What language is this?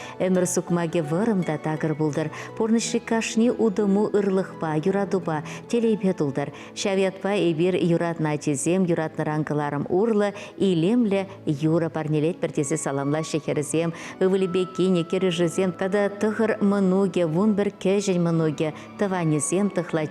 Chuvash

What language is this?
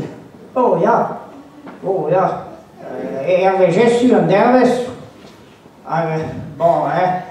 Breton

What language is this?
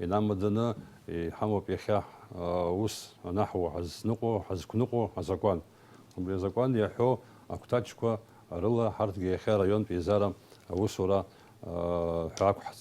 Abkhazian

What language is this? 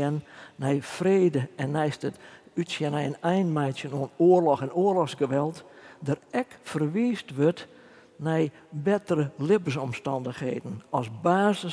Western Frisian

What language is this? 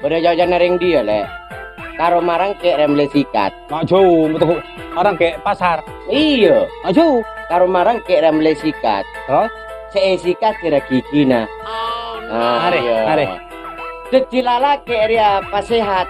Madurese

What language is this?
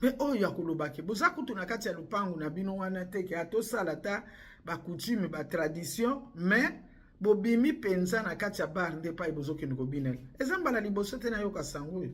Lingala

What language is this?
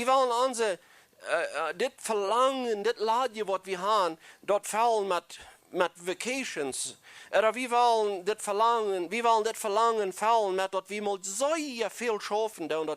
Plautdietsch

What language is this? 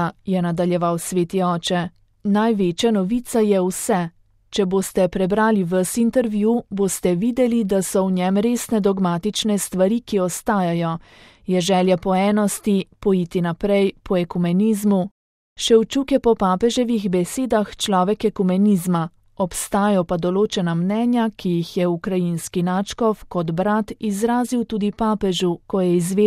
Slovenian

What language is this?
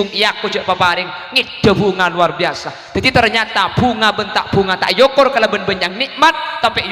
Madurese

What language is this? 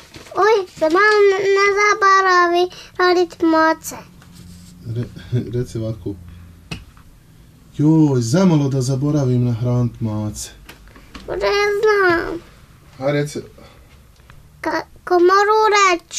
Bosnian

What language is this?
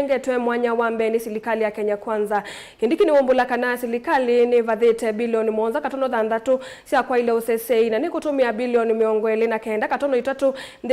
Kamba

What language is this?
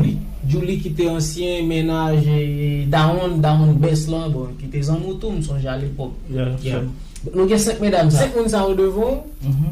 Haitian Creole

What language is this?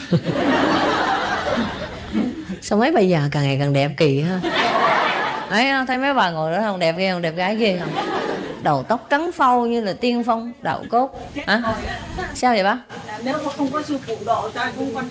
Vietnamese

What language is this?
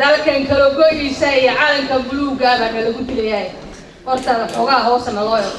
Somali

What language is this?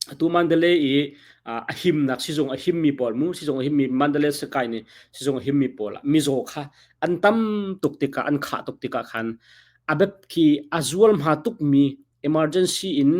Hakha Chin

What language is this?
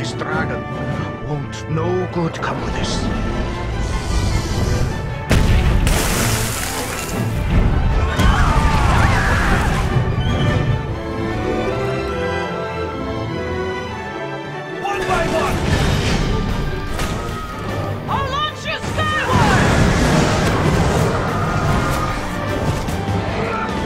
English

